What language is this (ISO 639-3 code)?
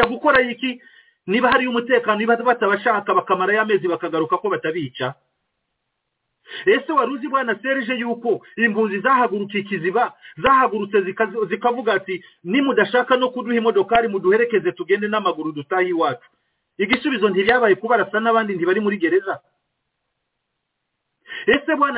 kin